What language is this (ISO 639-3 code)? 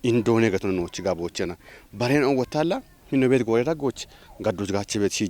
kbr